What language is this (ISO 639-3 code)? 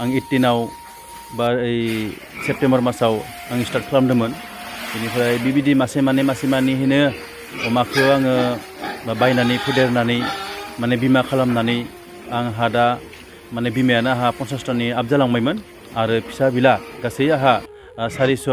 brx